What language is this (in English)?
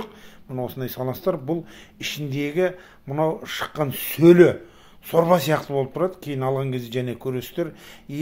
Kazakh